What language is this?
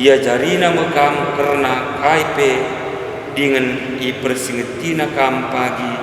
Batak Karo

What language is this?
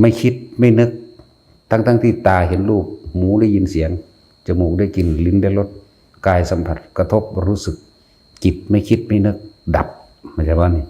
Northeastern Thai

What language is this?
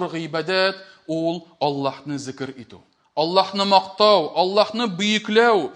Tatar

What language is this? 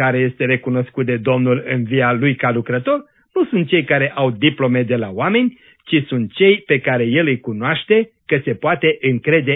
Romanian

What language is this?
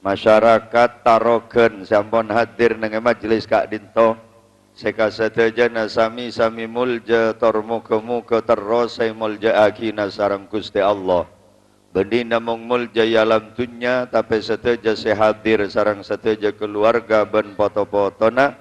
Madurese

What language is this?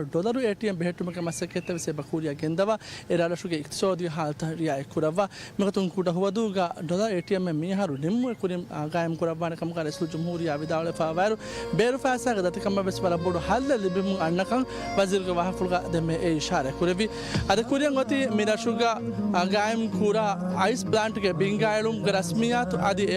Divehi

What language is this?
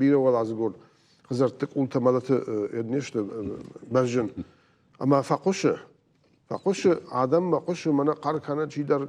Ossetic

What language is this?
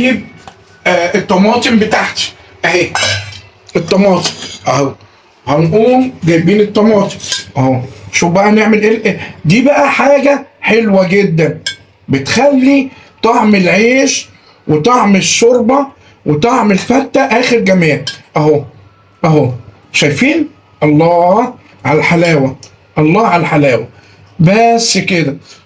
Egyptian Arabic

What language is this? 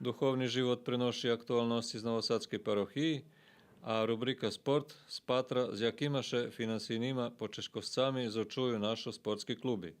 Rusyn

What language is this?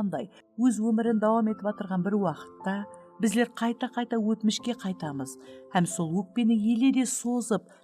Kara-Kalpak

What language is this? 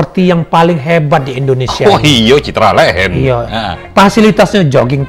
Musi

